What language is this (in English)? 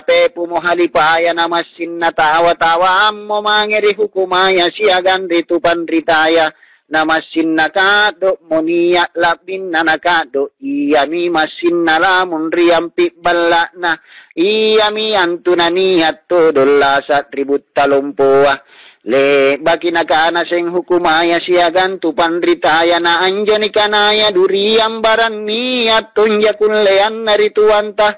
Makasar